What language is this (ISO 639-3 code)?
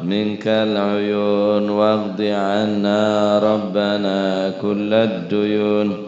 mad